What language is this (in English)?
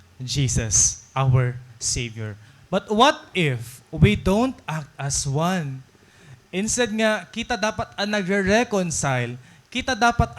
Waray